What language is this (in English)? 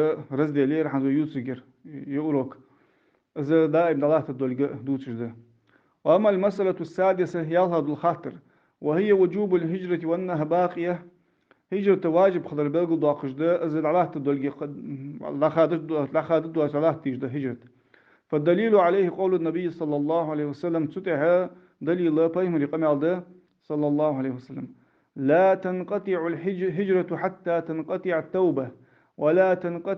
Ingush